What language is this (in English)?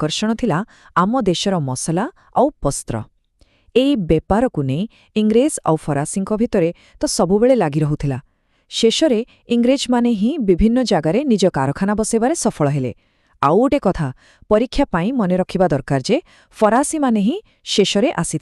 Odia